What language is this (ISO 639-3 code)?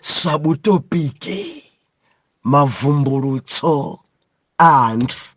nya